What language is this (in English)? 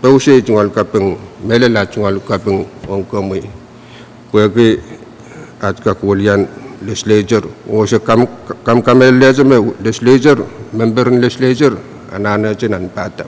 Pohnpeian